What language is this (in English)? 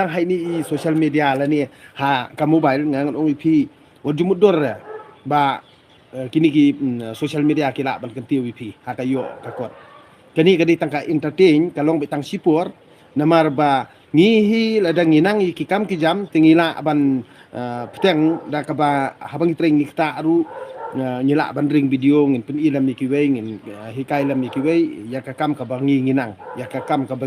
Khasi